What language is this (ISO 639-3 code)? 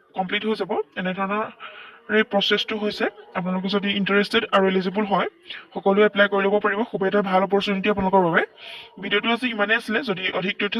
asm